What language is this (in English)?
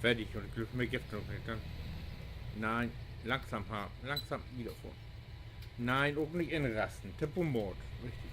Low German